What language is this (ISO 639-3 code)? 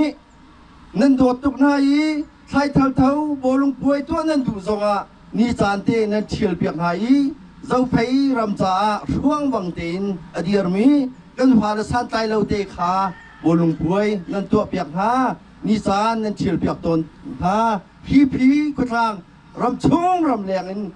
cnh